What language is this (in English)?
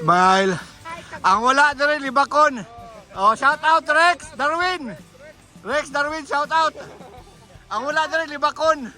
Cebuano